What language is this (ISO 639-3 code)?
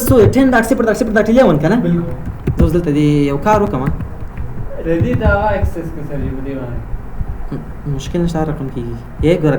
pus